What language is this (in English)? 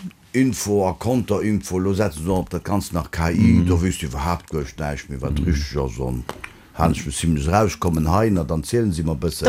Luxembourgish